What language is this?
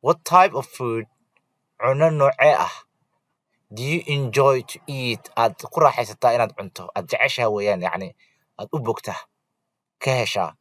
Somali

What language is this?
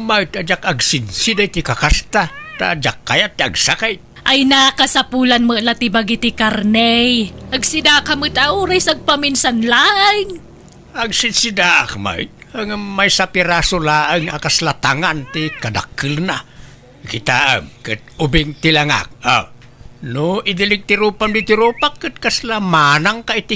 Iloko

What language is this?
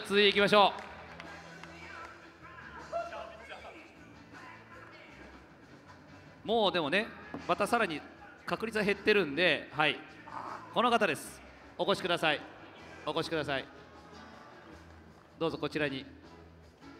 Japanese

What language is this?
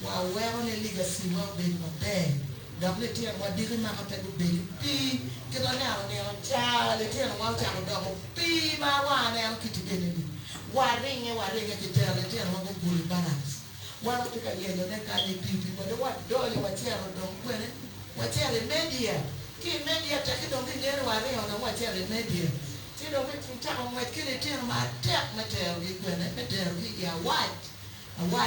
Acoli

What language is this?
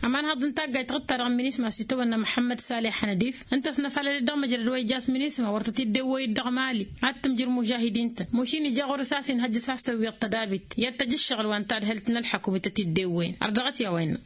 Tamasheq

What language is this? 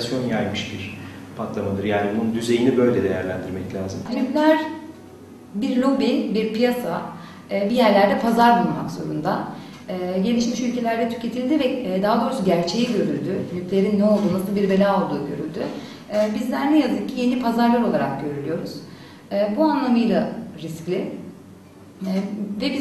Turkish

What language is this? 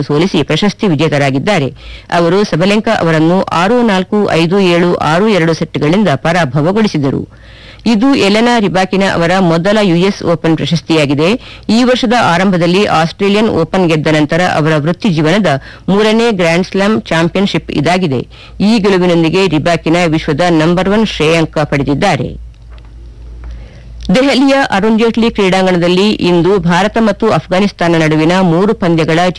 Kannada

